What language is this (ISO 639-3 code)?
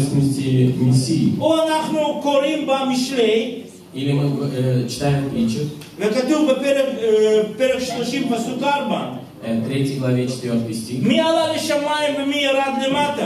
rus